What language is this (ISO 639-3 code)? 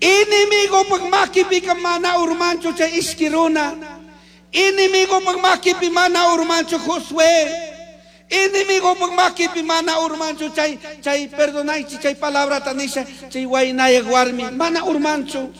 qug